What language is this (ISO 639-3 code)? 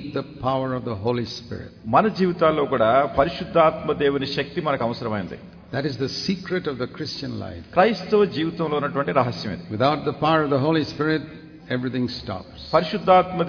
tel